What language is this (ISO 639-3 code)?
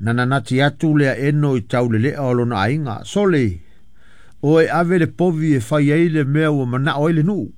smo